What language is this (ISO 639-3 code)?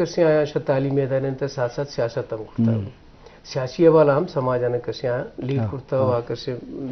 bgp